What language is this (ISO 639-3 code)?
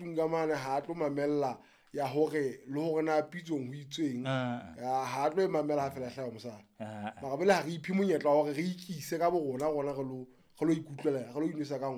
sot